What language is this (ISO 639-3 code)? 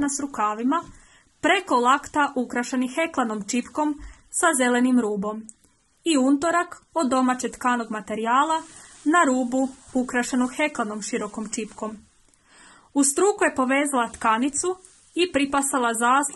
hrv